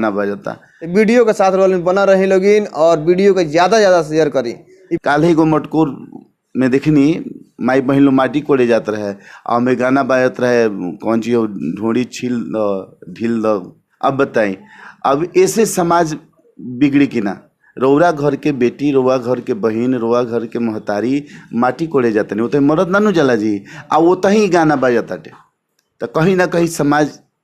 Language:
Bhojpuri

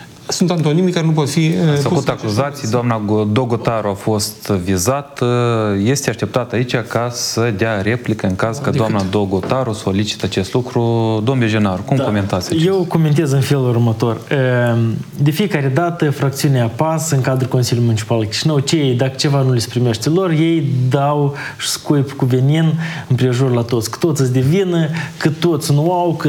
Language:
Romanian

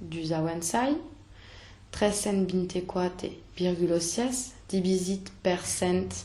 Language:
Occitan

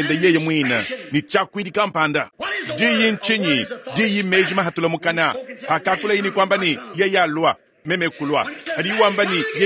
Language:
Luba-Lulua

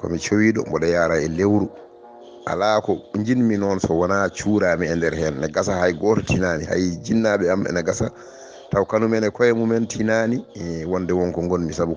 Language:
Fula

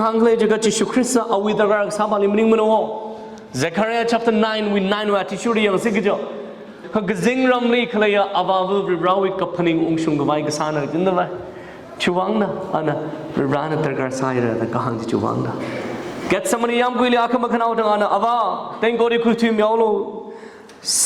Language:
Tangkhul Naga (India)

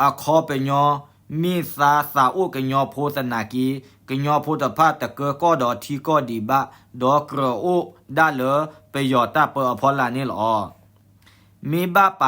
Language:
S'gaw Karen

